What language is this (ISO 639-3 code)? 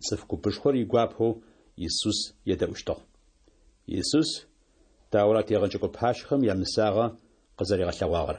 ady